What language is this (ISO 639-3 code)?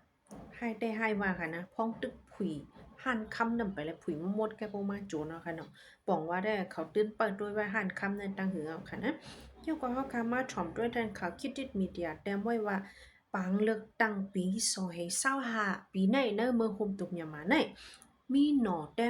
shn